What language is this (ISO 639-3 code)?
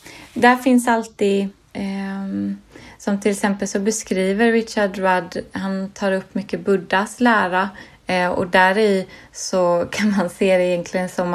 swe